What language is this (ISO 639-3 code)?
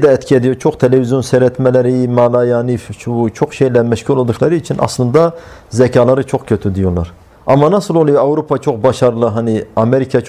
tur